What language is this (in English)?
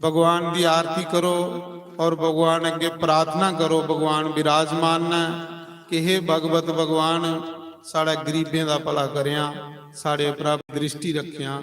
Dogri